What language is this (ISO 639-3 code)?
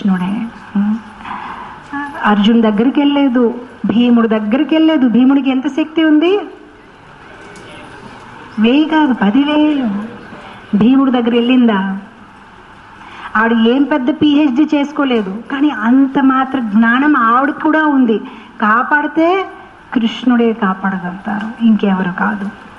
tel